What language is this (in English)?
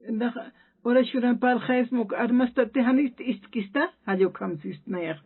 Aymara